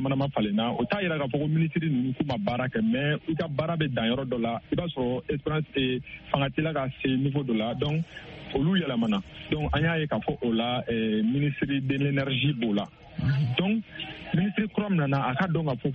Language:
Bambara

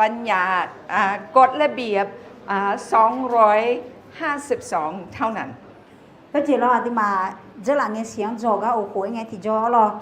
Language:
Akha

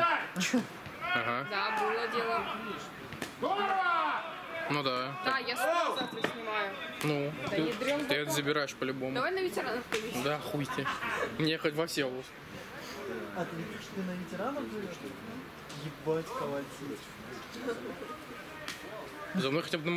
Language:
Russian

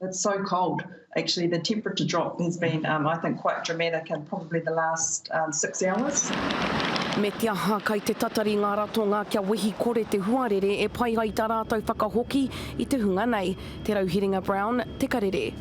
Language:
Māori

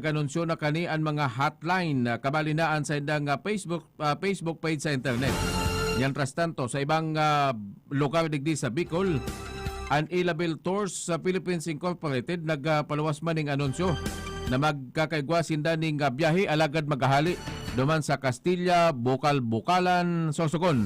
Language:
Bikol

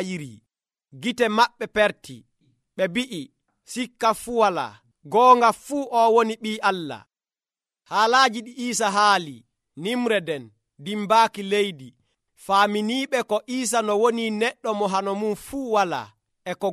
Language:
Nigerian Fulfulde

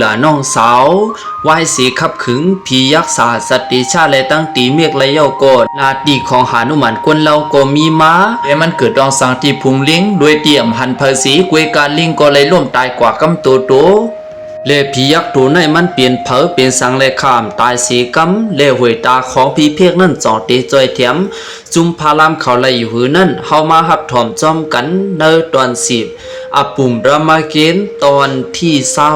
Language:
Shan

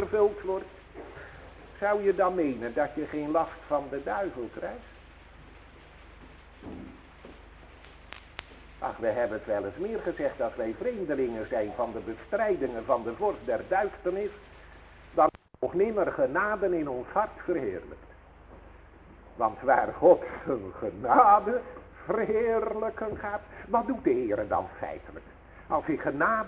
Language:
Dutch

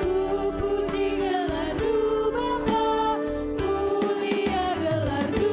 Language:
Batak Karo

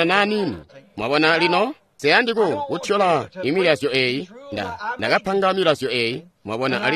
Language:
Tonga (Zambia)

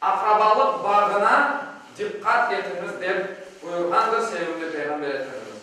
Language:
Crimean Tatar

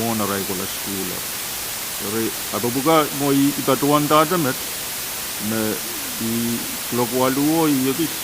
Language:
Pohnpeian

